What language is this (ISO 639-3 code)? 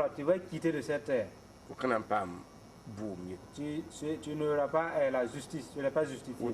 mos